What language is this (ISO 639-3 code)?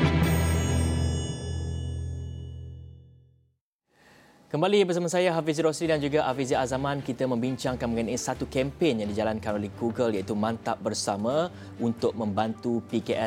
msa